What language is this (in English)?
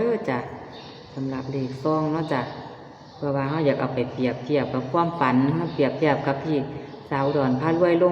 Northeastern Thai